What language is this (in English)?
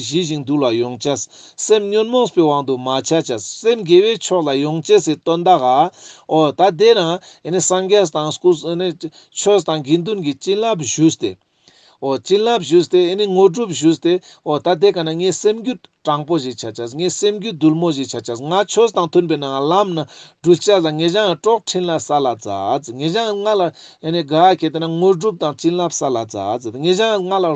Ladakhi